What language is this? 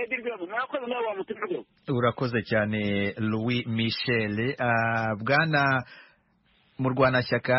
Kinyarwanda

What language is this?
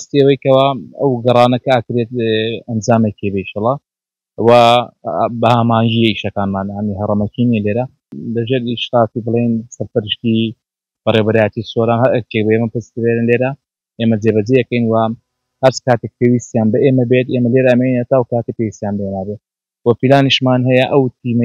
Central Kurdish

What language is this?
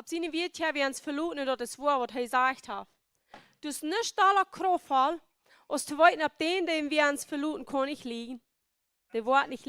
Plautdietsch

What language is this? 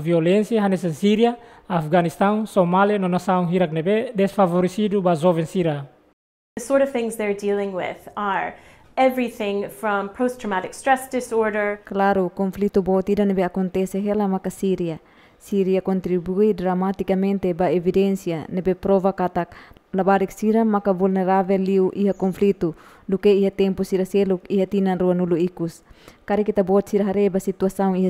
Tetum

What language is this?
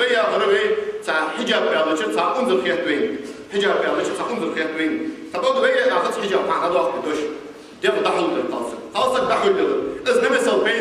Ingush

